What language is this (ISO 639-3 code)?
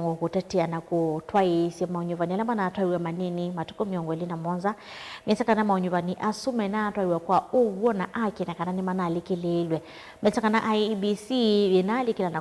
kam